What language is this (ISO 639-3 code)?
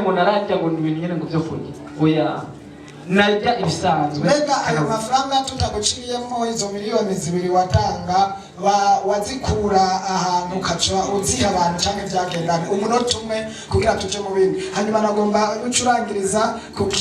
run